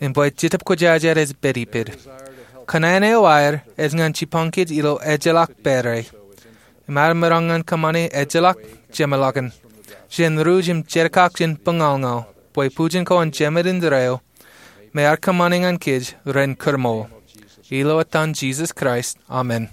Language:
Marshallese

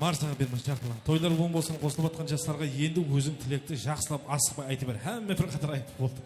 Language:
Kara-Kalpak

